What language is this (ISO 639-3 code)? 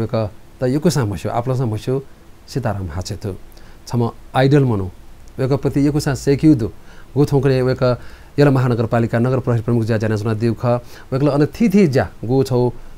new